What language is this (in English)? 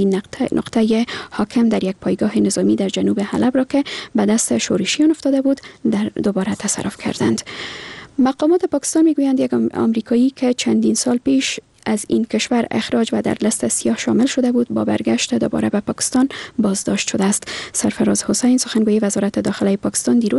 Persian